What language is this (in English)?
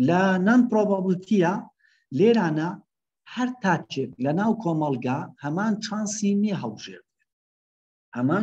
Central Kurdish